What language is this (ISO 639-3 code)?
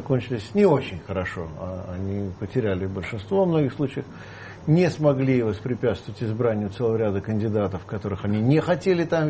rus